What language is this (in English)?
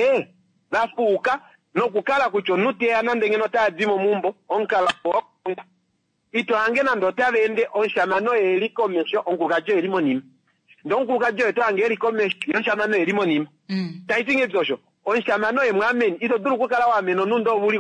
Kuanyama